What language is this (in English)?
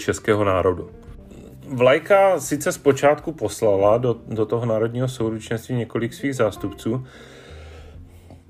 Czech